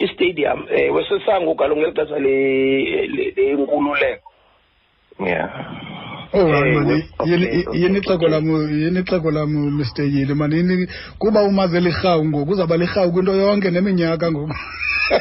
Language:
Xhosa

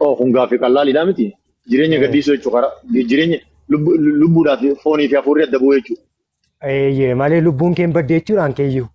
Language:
Oromo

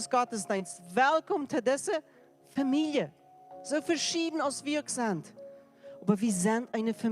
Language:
Plautdietsch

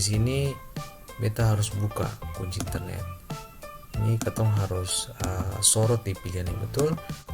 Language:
Ambonese Malay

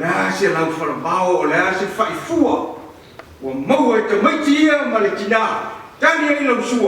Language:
Samoan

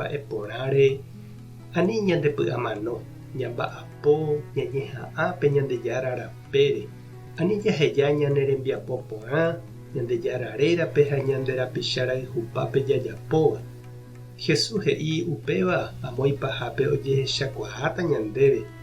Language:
Guarani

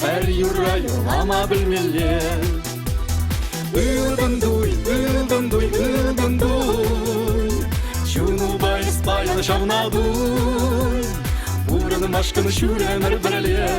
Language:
Chuvash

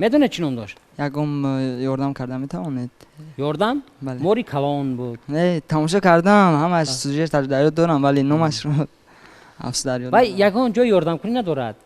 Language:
Tajik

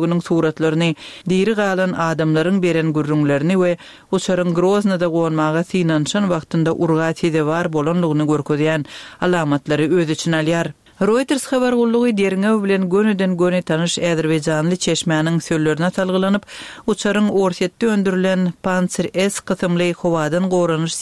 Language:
Turkmen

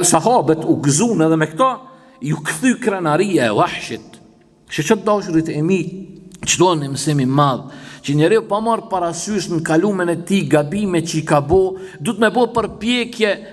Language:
Albanian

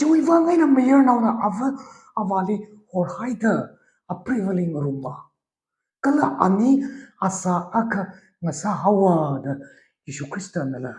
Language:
Tangkhul Naga (India)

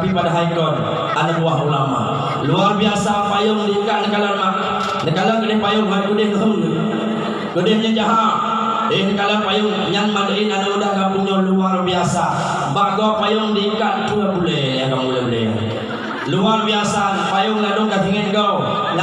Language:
Achinese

